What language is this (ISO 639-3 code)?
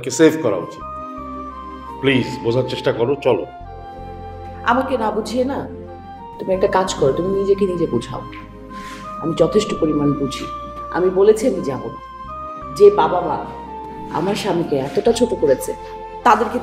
ben